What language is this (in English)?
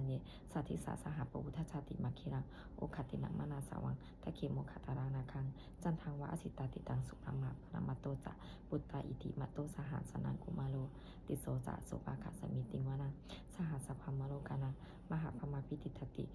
Pali